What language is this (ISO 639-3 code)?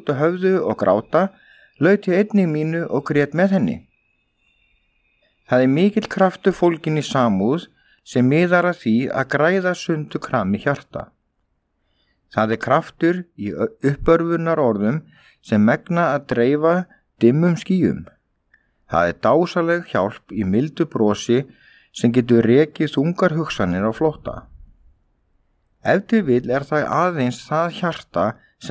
isl